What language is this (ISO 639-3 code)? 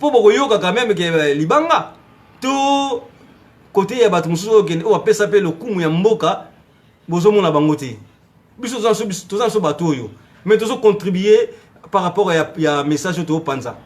lin